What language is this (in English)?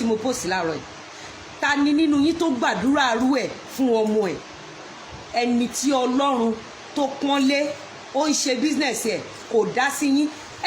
Yoruba